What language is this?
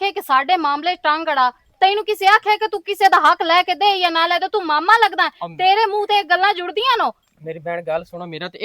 Western Panjabi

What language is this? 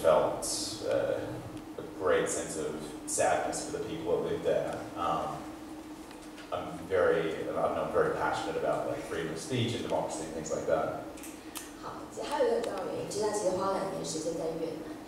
Chinese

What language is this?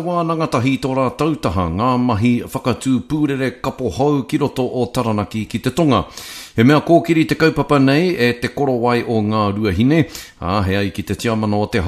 Māori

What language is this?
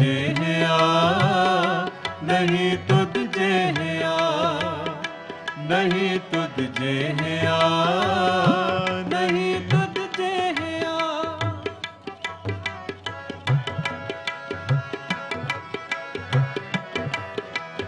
Punjabi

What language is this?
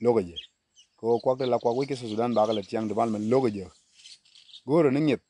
Nuer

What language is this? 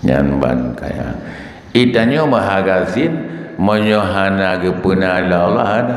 Achinese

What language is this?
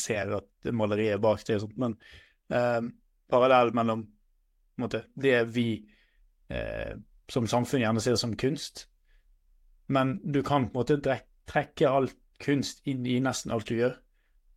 Norwegian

